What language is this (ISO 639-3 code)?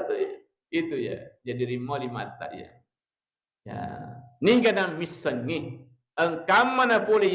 bug